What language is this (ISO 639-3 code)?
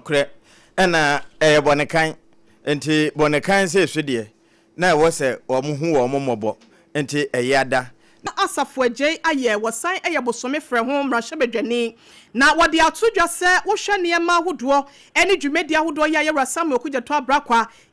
aka